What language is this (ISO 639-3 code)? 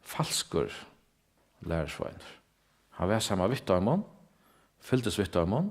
fao